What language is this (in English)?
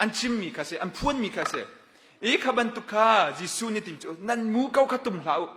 Hakha Chin